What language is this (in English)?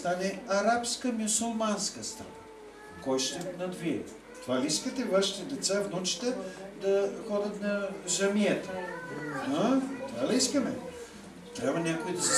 Bulgarian